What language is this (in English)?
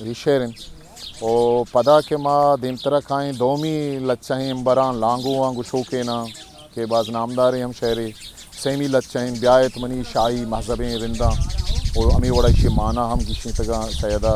Eastern Balochi